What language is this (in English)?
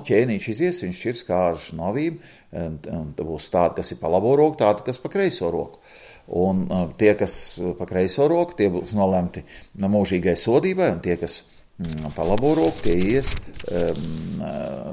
Latvian